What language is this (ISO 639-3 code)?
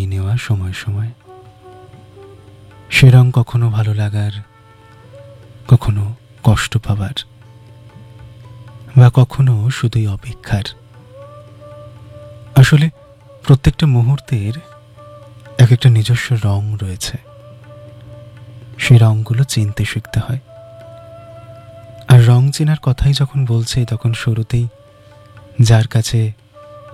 ben